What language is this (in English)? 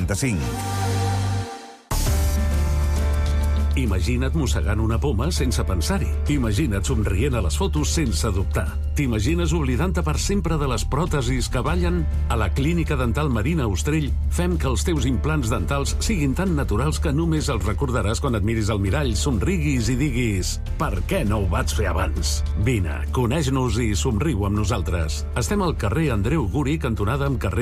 Catalan